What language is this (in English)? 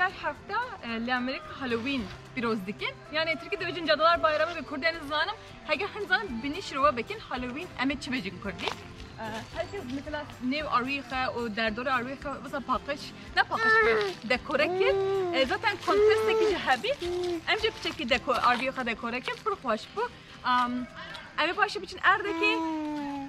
Kurdish